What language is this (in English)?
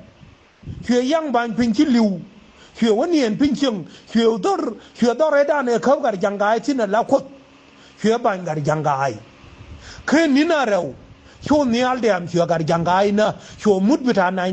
Nuer